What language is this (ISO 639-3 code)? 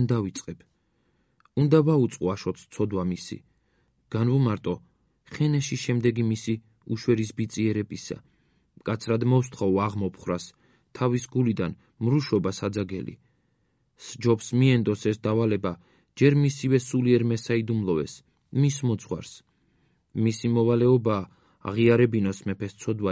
kat